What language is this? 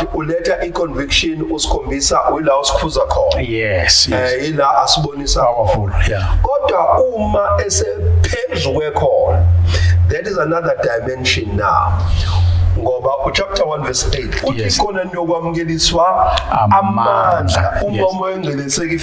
Zulu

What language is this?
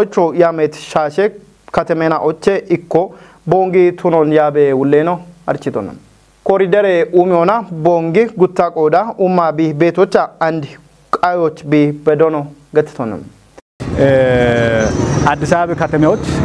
Kafa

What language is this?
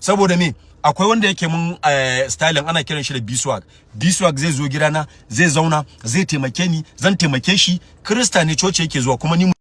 Hausa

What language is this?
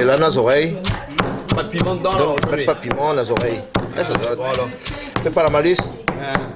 Réunion Creole French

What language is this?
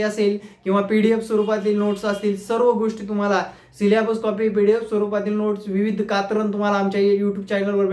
Marathi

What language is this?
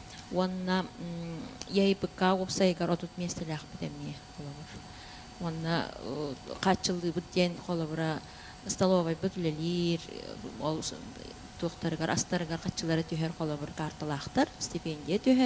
Yakut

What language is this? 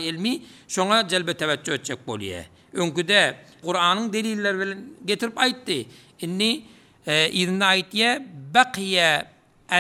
Turkmen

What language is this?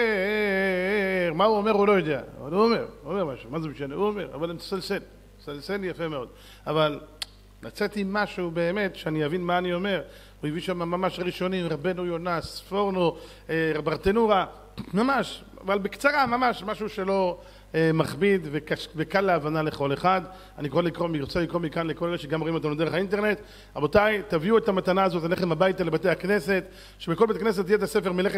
Hebrew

